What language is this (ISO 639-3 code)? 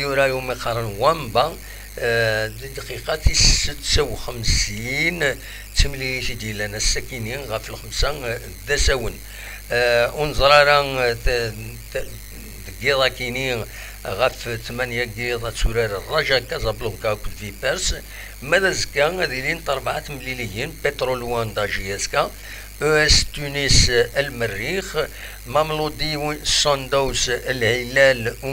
kab